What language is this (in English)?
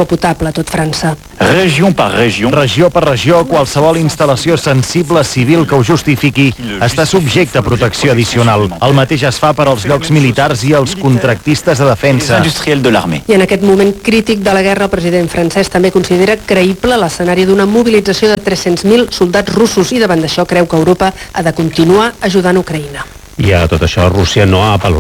Catalan